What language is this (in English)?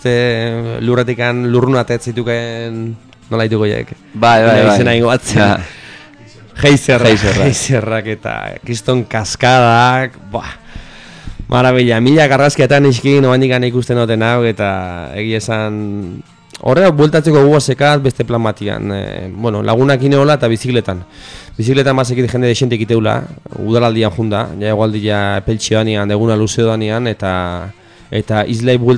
Basque